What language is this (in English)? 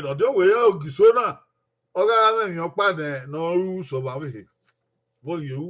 Bini